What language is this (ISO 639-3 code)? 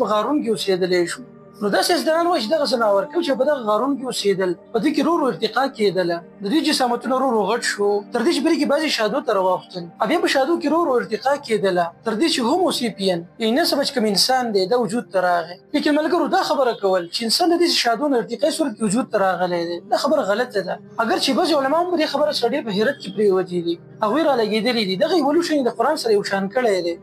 pus